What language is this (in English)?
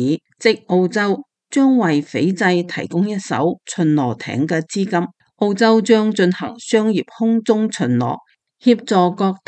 Cantonese